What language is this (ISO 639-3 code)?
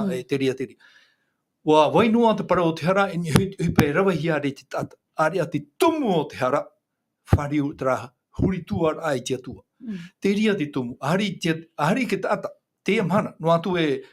tah